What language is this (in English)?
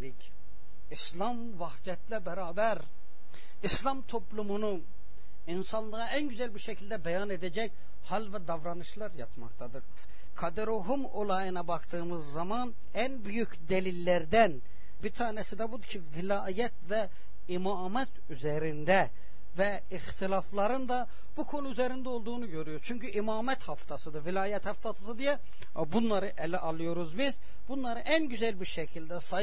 Turkish